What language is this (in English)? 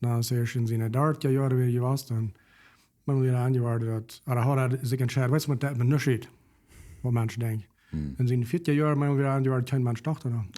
Plautdietsch